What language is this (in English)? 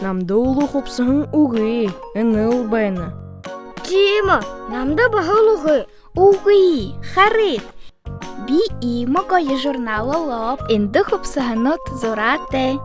Buriat